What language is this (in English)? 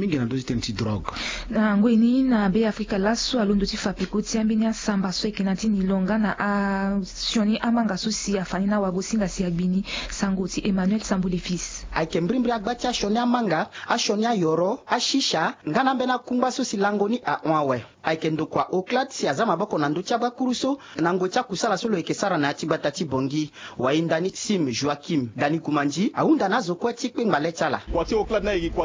Sango